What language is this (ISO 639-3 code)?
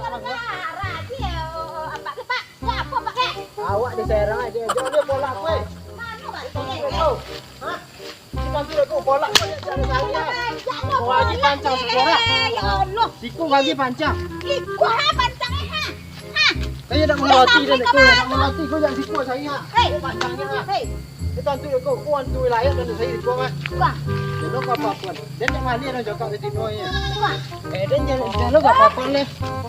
min